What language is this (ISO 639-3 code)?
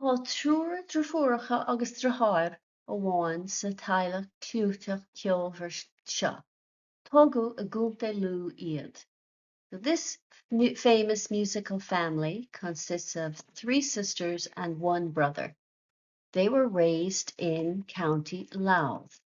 gle